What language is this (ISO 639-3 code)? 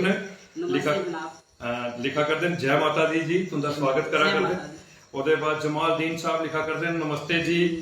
doi